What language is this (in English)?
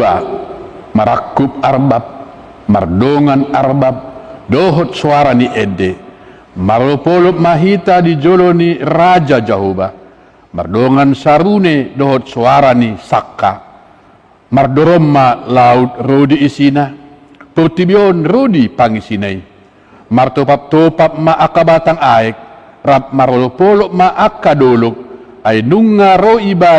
Batak Toba